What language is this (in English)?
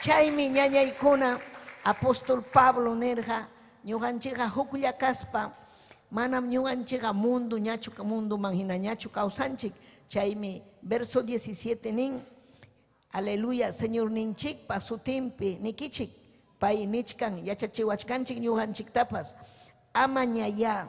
Ayacucho Quechua